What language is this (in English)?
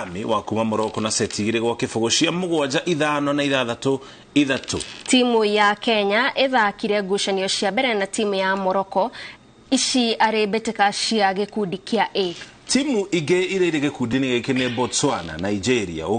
Kikuyu